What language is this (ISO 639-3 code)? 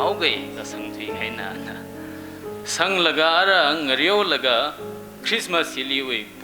nmf